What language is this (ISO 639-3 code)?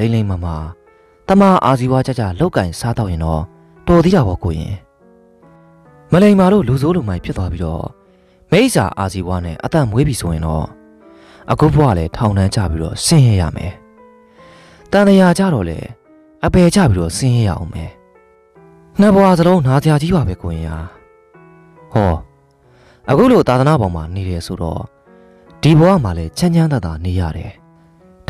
mya